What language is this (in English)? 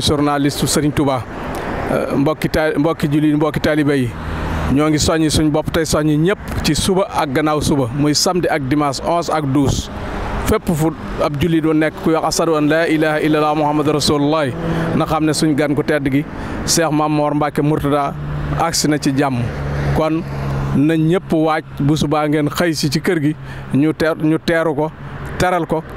Wolof